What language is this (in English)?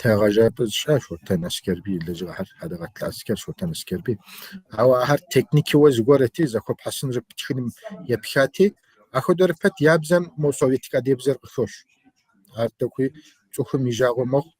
Kabardian